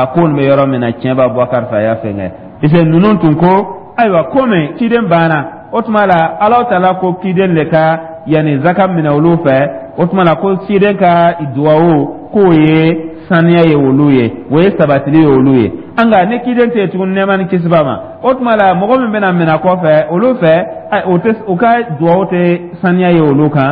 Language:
Dyula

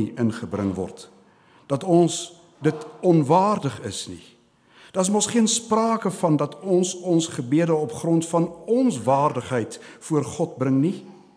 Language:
Afrikaans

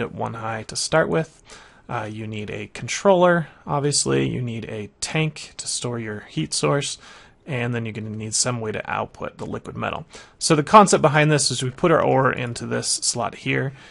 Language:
English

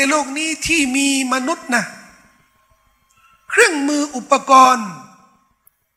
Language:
Thai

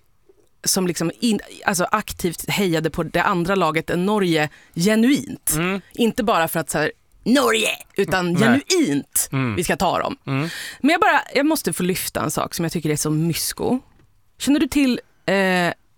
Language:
Swedish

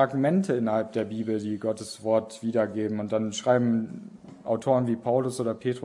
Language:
German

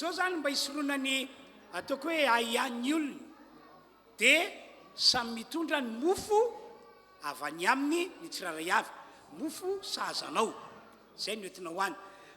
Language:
Malagasy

